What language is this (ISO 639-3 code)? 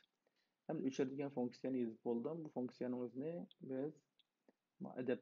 uig